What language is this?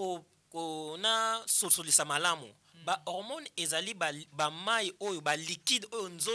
Lingala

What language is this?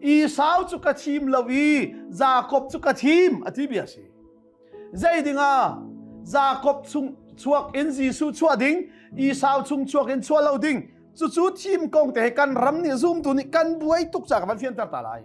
Hakha Chin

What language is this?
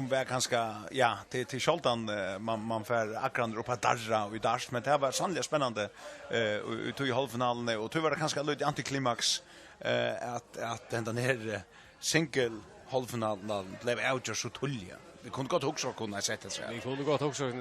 Faroese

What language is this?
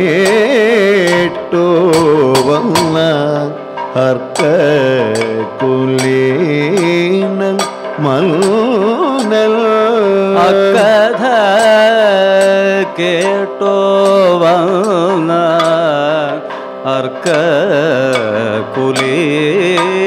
Malayalam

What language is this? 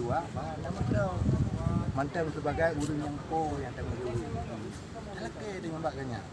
Achinese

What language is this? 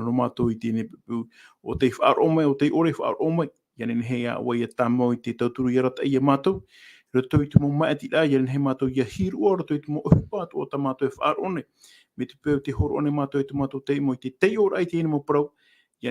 Tahitian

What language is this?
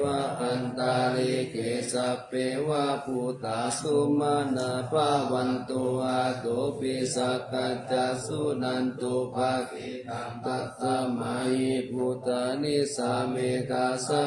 Pali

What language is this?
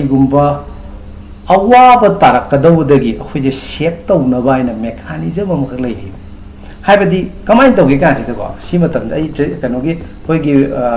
Manipuri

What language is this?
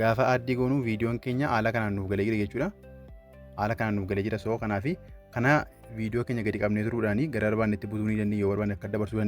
Oromo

